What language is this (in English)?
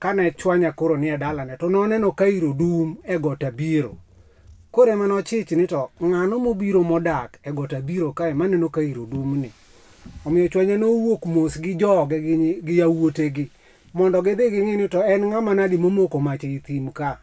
Luo (Kenya and Tanzania)